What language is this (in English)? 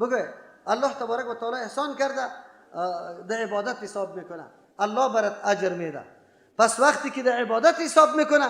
Persian